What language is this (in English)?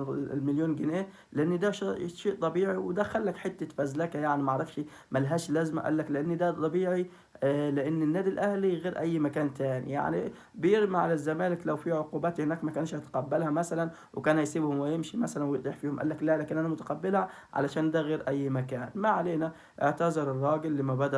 Egyptian Arabic